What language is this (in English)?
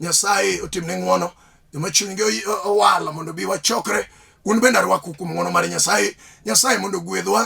Luo (Kenya and Tanzania)